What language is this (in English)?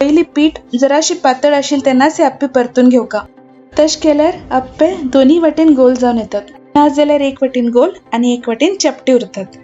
Konkani